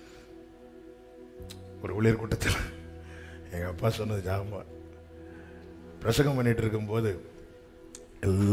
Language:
Tamil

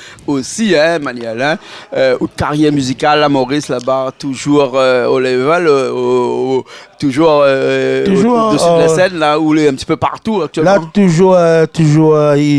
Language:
Réunion Creole French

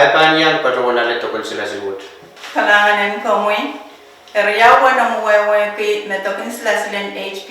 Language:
Pohnpeian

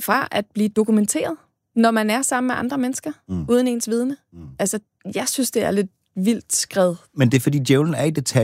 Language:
Danish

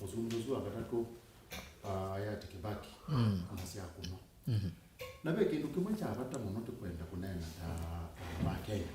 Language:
Kamba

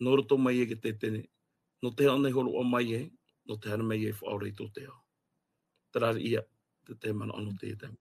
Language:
Tahitian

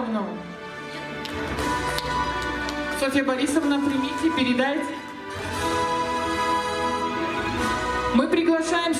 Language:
Russian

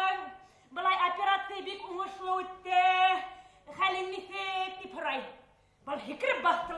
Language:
Bashkir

